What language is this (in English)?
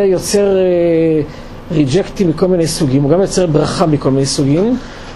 Hebrew